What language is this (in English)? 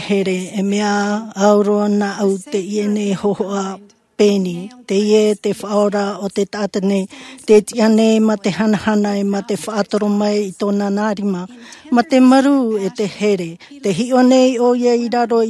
Tahitian